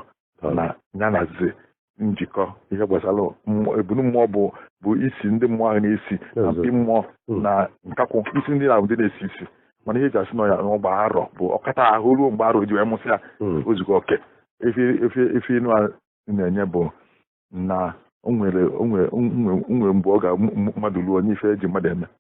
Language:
Igbo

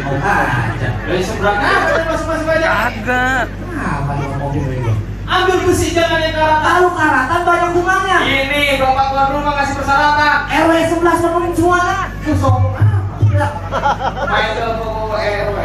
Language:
Betawi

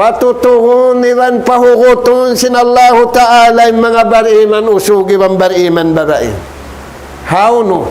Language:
Tausug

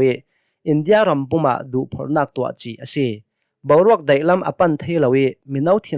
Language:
Hakha Chin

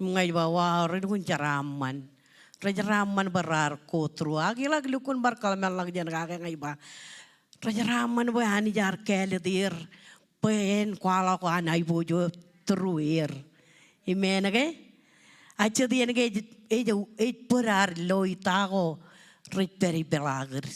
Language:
Marshallese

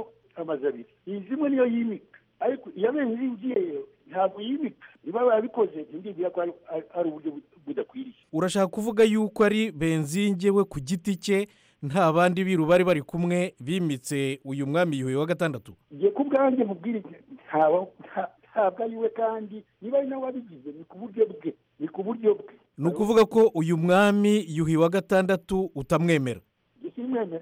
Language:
Kinyarwanda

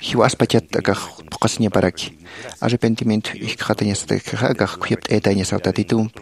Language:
Aymara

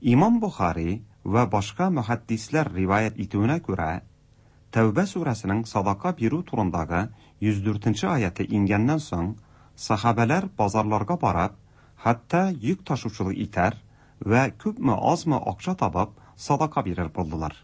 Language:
Tatar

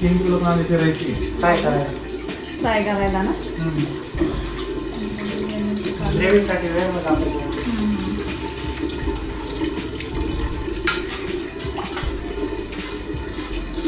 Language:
Marathi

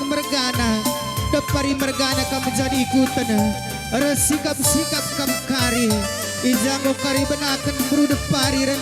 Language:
Batak Karo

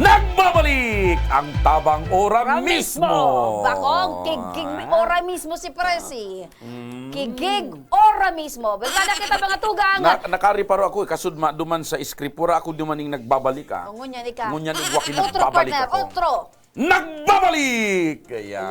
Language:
Bikol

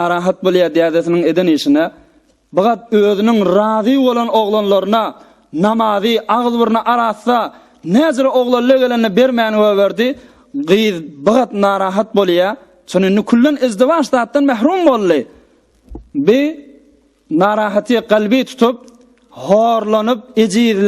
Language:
Turkmen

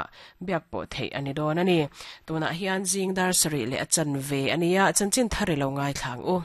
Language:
Mizo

